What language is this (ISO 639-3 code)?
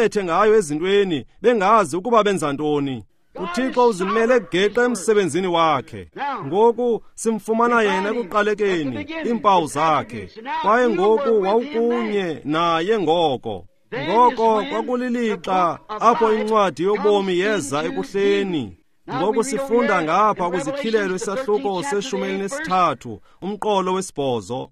xho